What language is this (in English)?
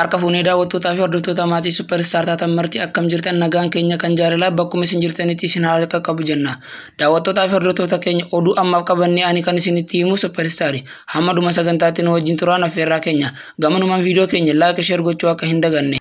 Oromo